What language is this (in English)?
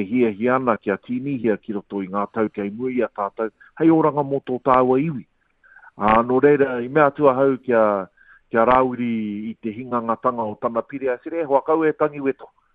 Māori